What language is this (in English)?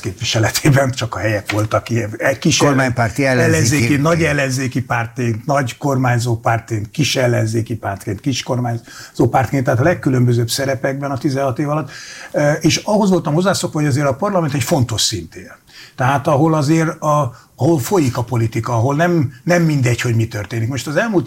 Hungarian